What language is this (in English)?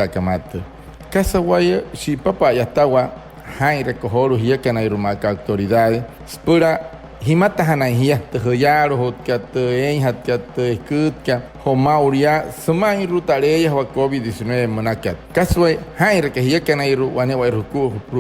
Wayuu